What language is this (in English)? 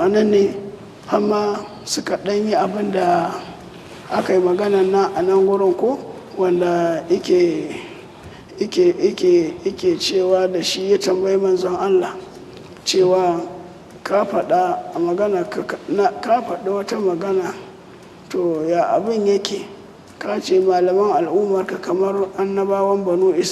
Hausa